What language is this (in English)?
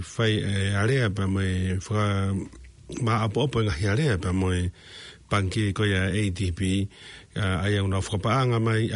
Tongan